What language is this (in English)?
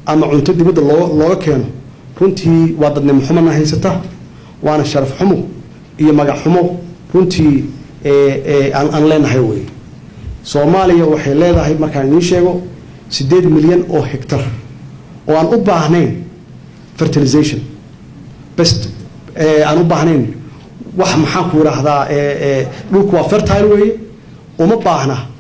Somali